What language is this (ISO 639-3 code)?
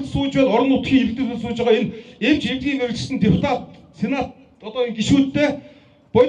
mon